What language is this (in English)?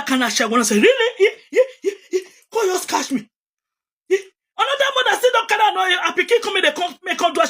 Nigerian Pidgin